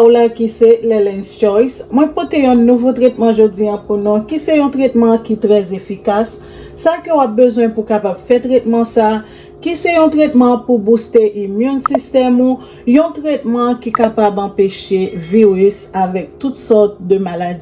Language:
Haitian Creole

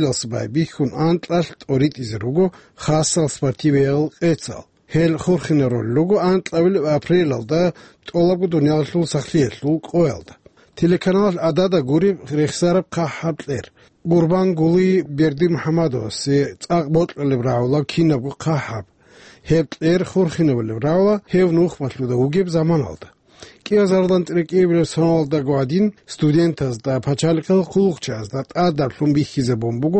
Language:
Avaric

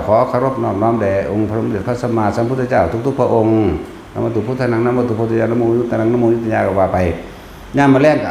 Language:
Northeastern Thai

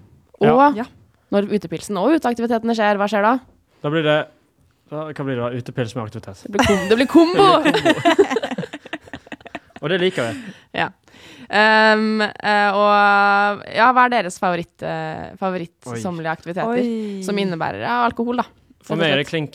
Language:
Norwegian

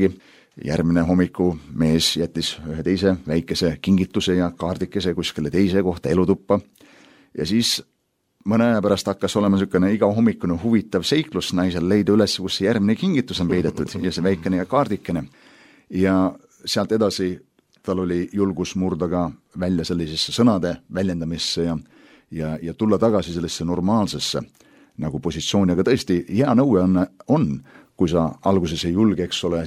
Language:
Estonian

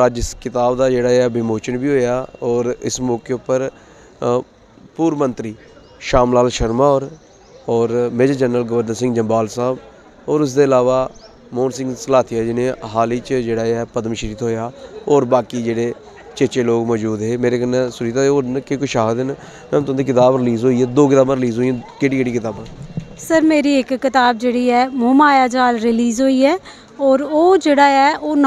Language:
Dogri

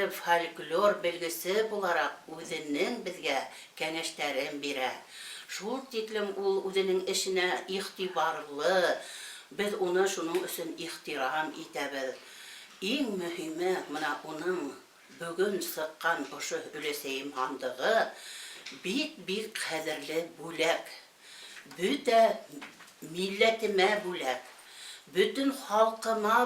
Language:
Bashkir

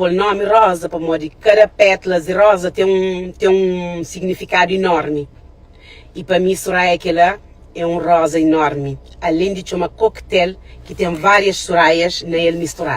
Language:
Kabuverdianu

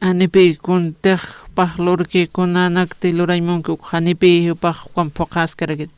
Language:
Aymara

